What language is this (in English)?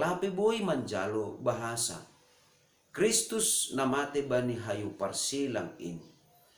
Batak Simalungun